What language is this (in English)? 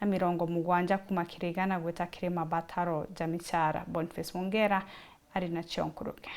Meru